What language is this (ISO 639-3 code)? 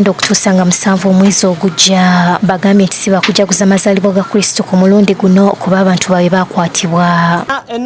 lug